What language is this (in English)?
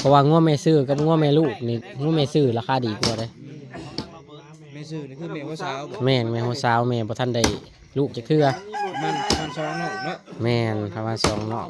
Lao